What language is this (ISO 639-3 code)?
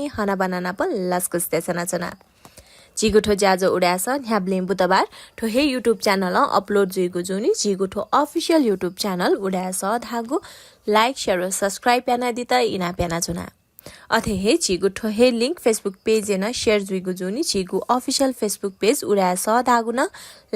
new